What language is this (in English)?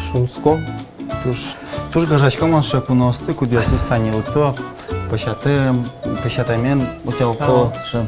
Udmurt